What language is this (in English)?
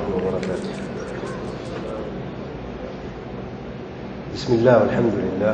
Urdu